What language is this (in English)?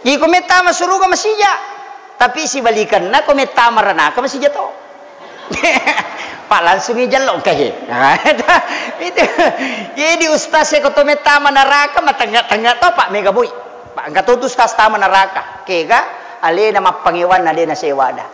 Buginese